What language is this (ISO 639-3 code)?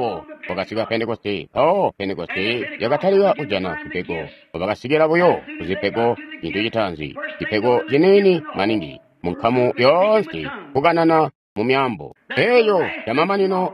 toi